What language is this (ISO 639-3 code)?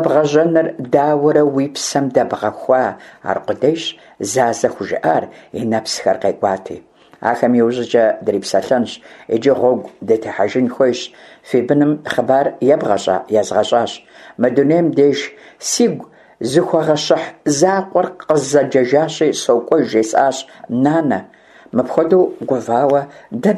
kbd